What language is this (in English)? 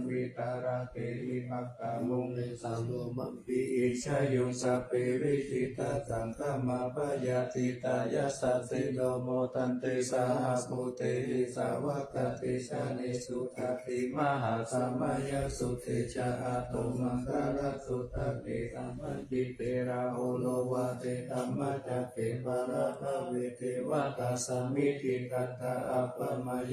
Pali